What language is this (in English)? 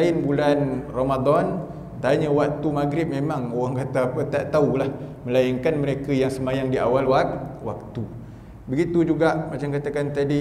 Malay